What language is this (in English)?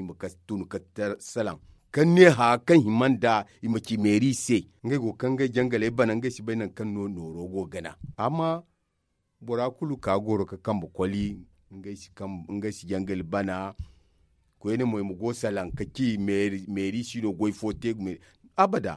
Zarma